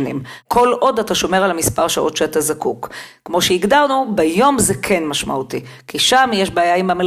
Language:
Hebrew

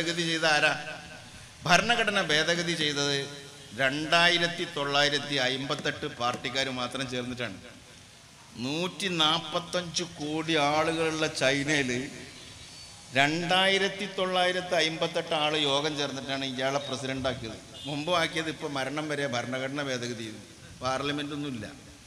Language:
Malayalam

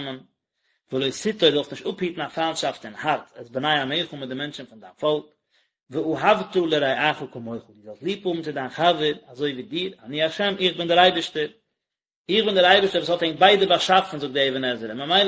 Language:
Yiddish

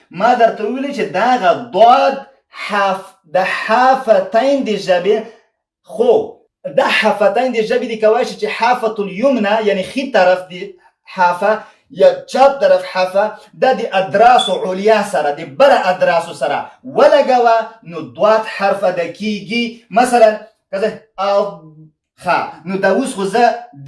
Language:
Pashto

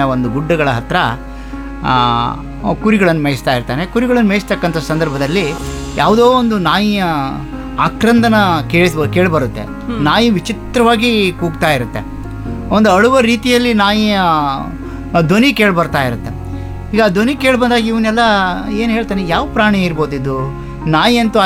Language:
Kannada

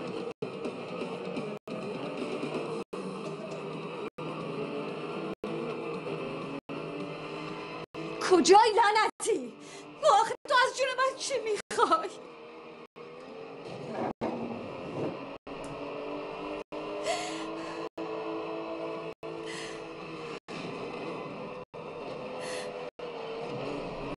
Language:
Persian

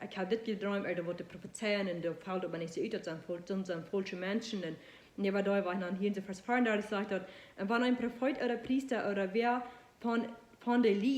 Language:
Plautdietsch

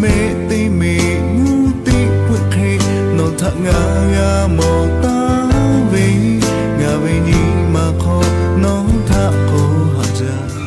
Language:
Lahu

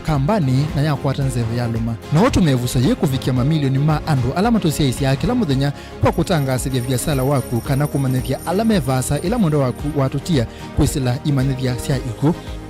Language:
Kamba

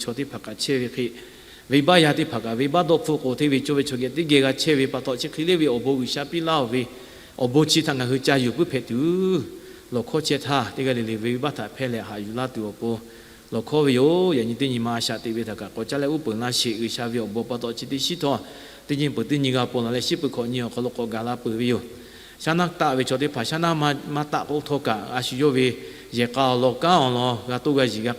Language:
Lahu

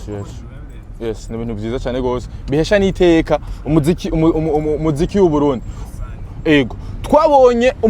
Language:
Rundi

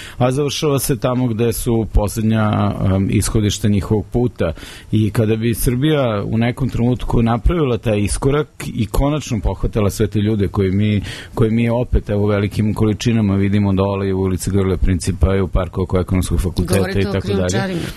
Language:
Serbian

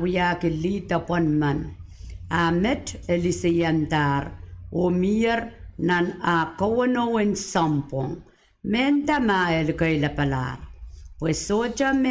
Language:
Pohnpeian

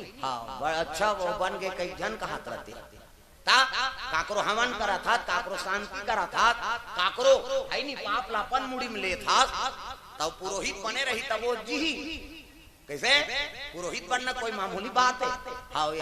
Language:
Chhattisgarhi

